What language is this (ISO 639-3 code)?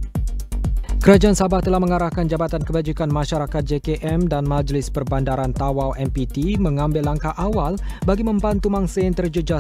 msa